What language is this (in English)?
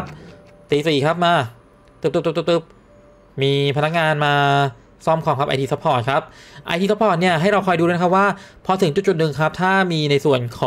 Thai